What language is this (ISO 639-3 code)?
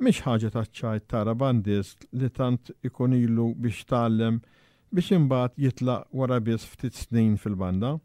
mlt